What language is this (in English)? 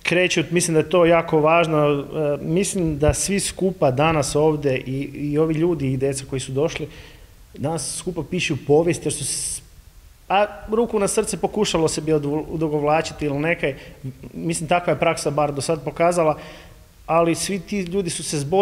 Croatian